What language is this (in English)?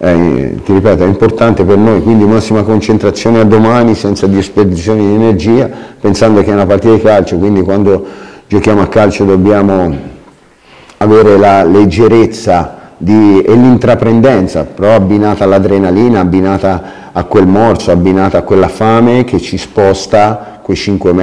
Italian